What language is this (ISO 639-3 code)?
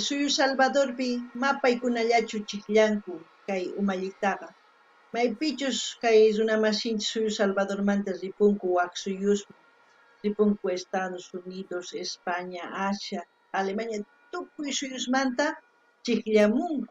quh